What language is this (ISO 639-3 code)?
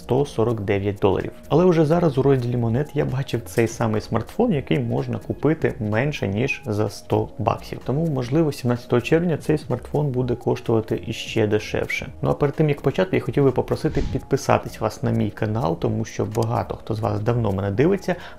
ukr